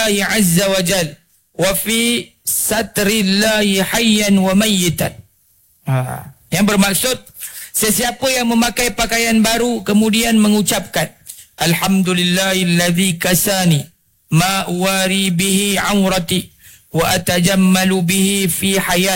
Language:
Malay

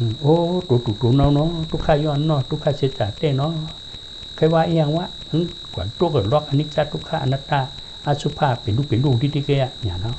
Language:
Shan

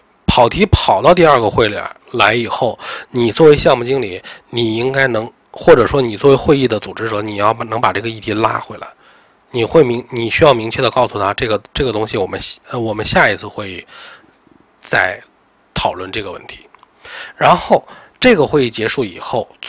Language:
Chinese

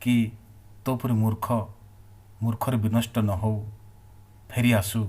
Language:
Odia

